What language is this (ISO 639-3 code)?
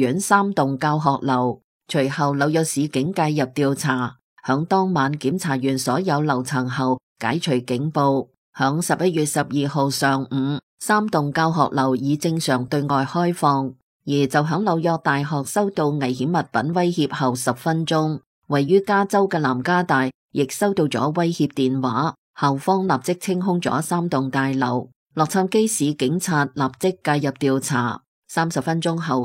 yue